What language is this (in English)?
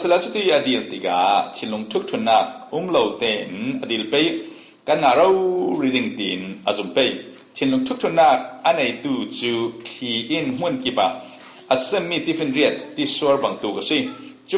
Falam Chin